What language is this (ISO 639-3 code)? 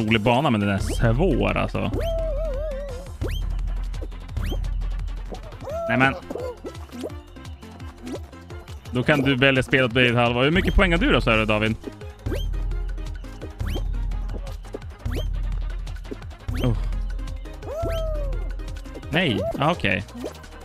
swe